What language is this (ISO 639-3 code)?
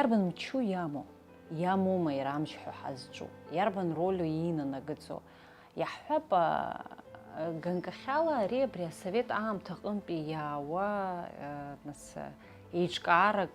abk